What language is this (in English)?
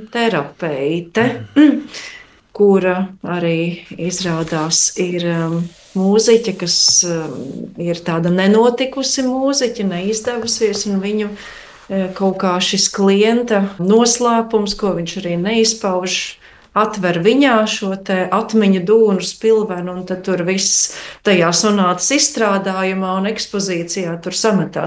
Latvian